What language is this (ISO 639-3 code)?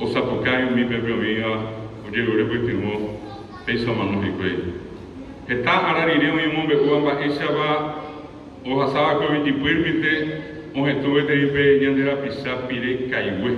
grn